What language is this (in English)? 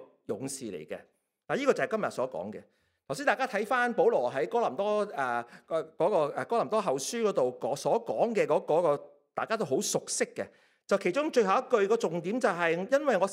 Cantonese